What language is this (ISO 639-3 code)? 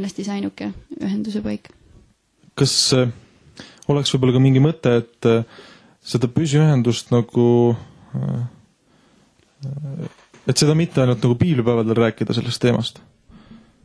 est